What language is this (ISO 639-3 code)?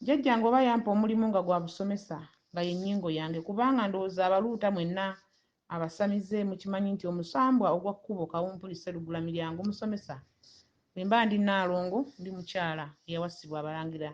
lug